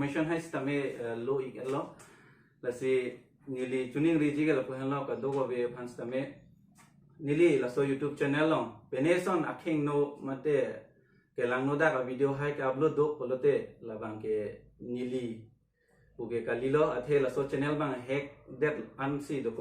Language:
Karbi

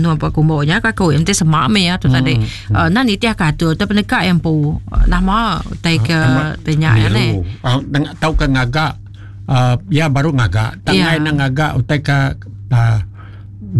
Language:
Iban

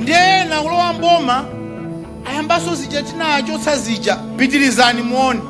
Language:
Nyanja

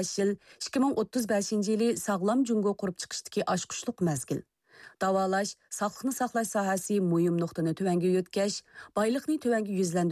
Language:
Uyghur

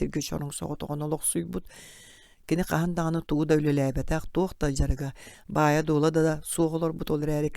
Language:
Yakut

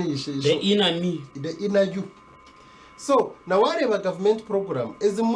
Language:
Nyankole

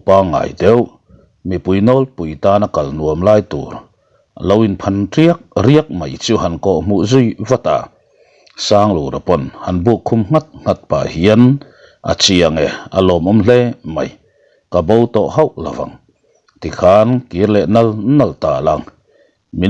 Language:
Mizo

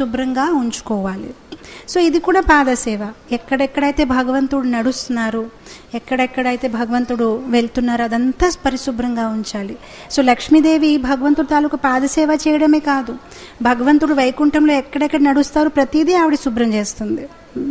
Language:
Telugu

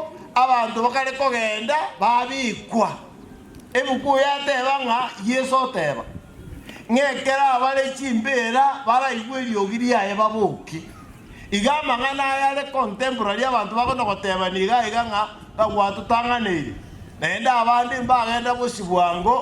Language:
Gusii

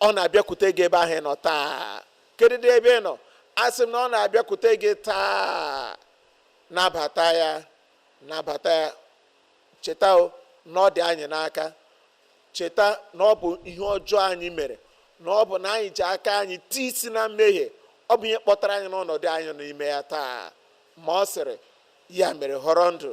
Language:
Igbo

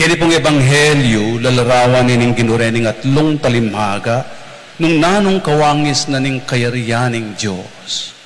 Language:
Pampanga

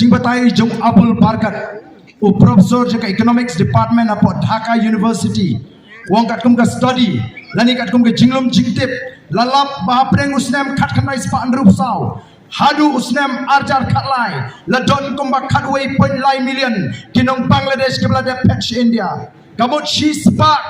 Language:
Khasi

